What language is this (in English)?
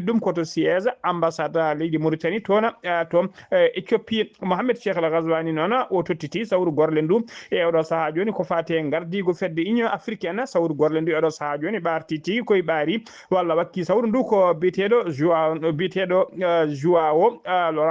Fula